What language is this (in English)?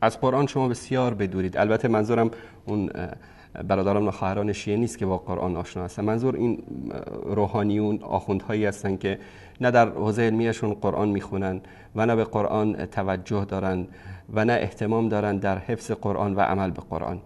Persian